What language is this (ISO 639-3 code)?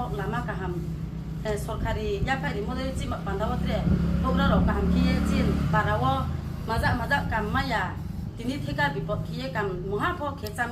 ria